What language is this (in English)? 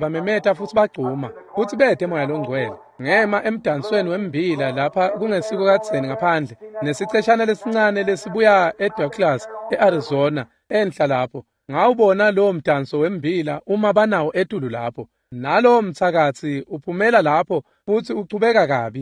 Swati